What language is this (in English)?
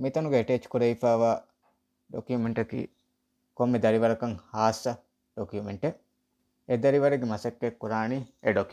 Divehi